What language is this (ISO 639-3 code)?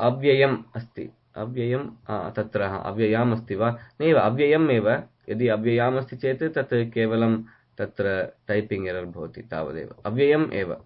san